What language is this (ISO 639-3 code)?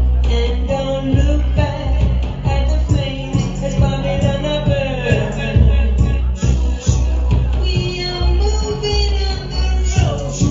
eng